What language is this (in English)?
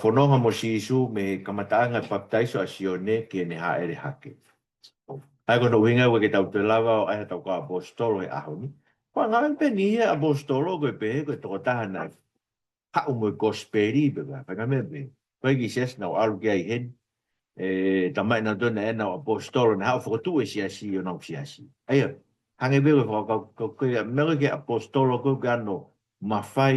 Tongan